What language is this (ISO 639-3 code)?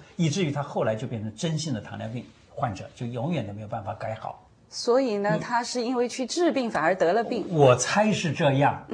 zho